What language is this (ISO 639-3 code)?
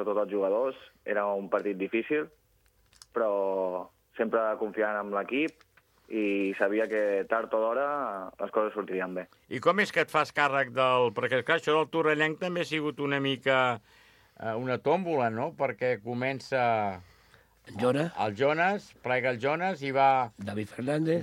cat